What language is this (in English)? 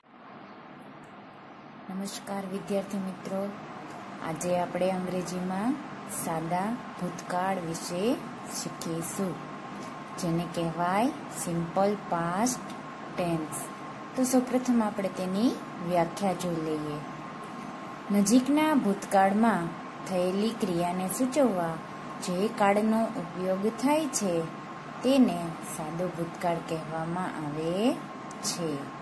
Gujarati